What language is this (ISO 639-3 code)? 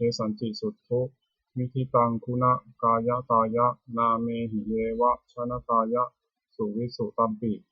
pli